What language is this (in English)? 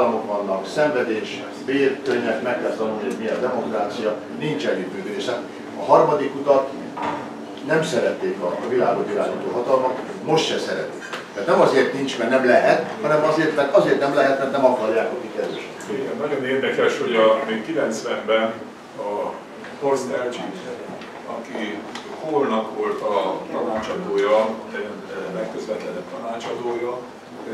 Hungarian